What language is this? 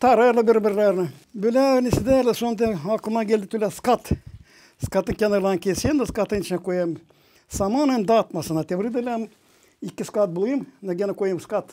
Gagauz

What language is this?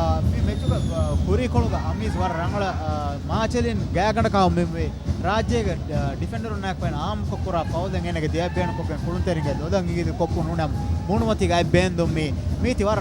Divehi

